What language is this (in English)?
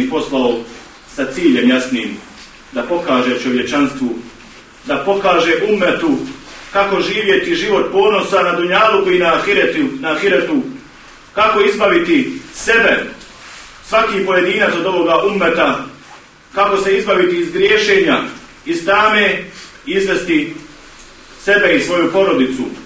Bosnian